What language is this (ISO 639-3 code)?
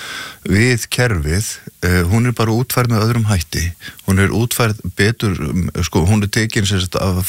isl